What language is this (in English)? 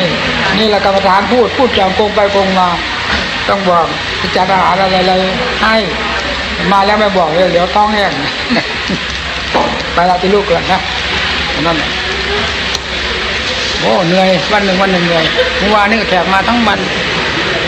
Thai